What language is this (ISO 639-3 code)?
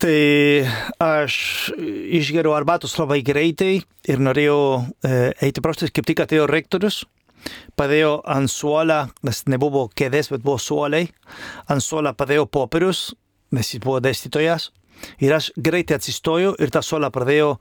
lit